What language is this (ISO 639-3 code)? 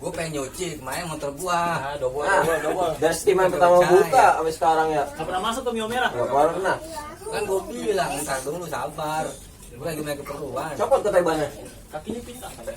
bew